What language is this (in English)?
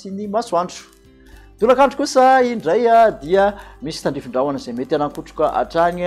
Malagasy